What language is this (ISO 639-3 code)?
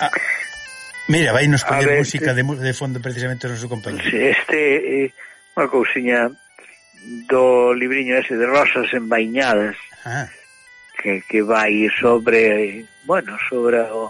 glg